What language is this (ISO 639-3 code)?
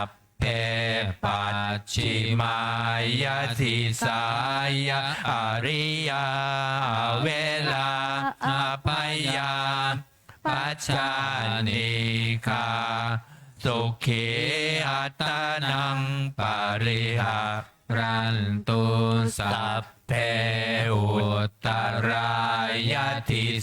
pli